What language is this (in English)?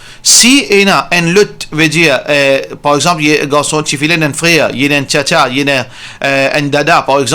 Morisyen